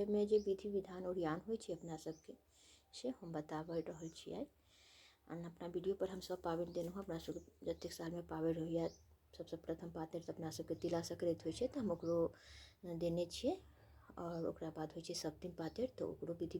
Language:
Maithili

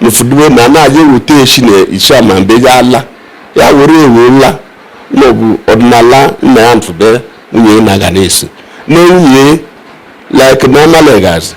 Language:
Igbo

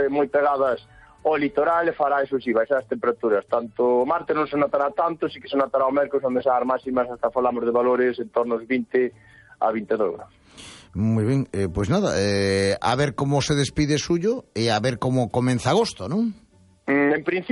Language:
Galician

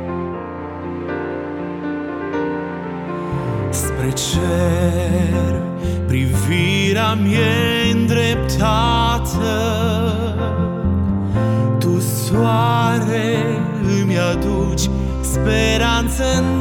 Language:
Romanian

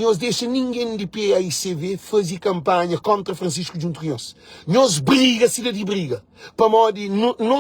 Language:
Kabuverdianu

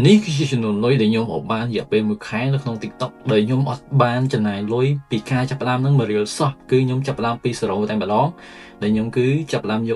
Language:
Khmer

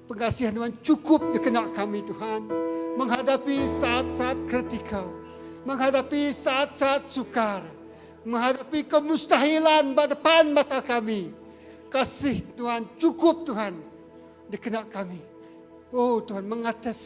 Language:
Iban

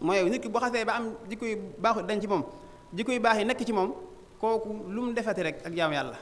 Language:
Wolof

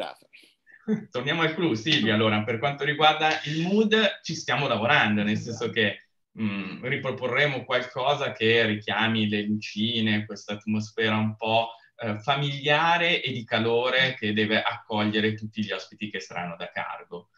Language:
Italian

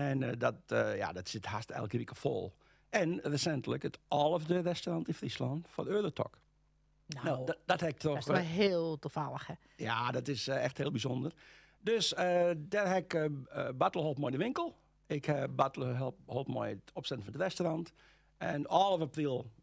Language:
Western Frisian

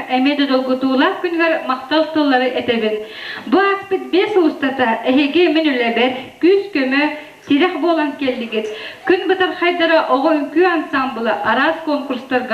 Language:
Yakut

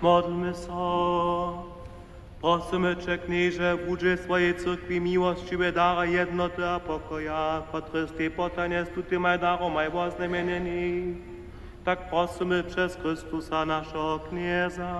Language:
Upper Sorbian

